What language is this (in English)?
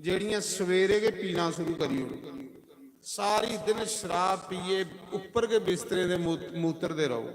Dogri